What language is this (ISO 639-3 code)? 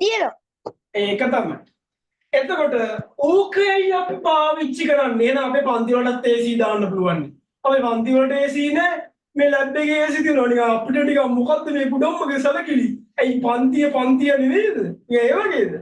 sin